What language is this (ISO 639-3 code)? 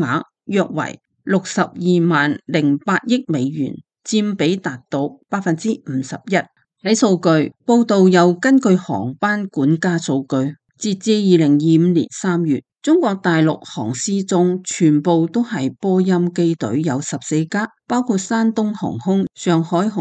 yue